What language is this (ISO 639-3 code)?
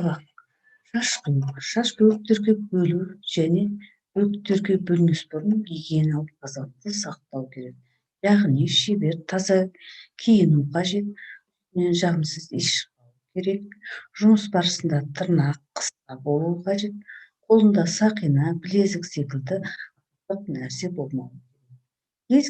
kaz